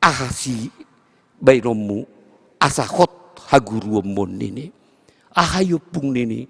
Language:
Batak Simalungun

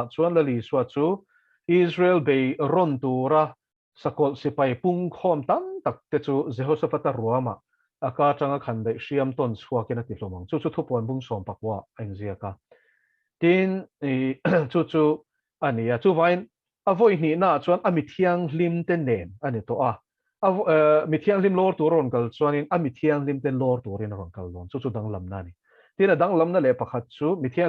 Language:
Mizo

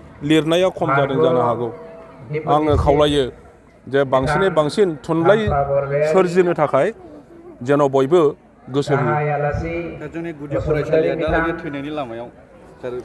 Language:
Bodo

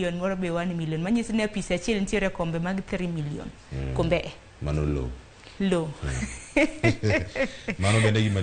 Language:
Luo (Kenya and Tanzania)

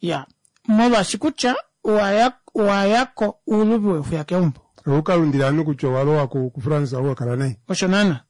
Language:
Kuanyama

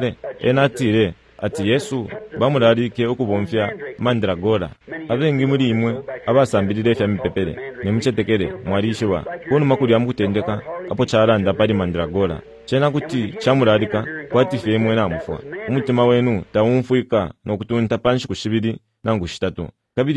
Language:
Bemba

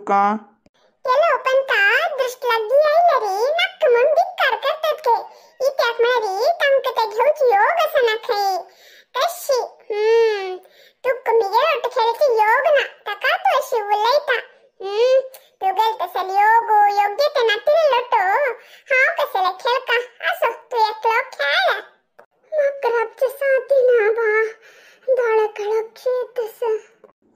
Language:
Konkani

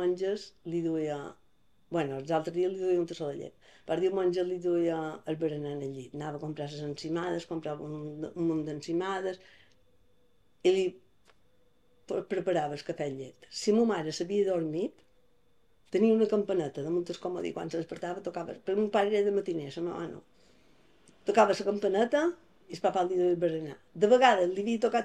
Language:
Catalan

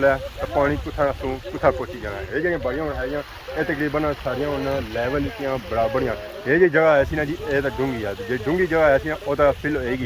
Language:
Pahari-Potwari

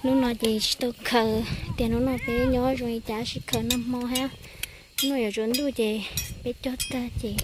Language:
Hmong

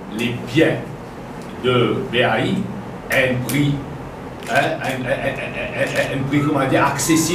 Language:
Morisyen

